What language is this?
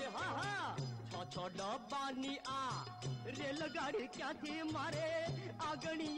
Gujarati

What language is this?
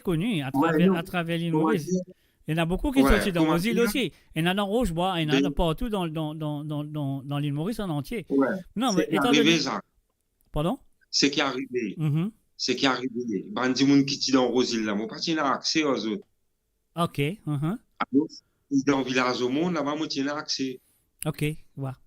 Morisyen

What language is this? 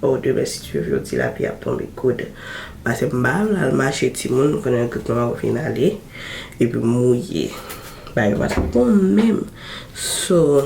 Haitian Creole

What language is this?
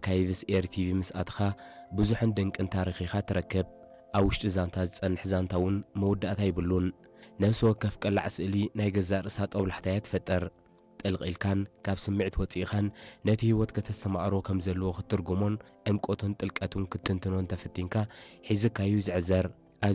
Tigrinya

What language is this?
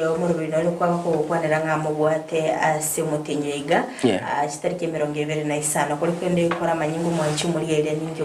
Gusii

